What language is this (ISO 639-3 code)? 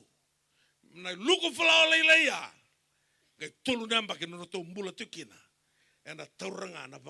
fij